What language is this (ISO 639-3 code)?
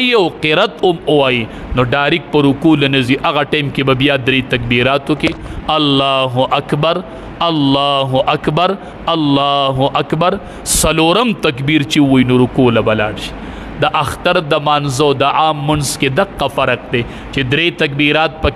pus